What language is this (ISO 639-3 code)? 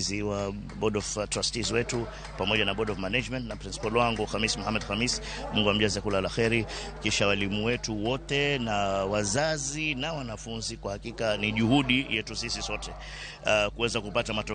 luo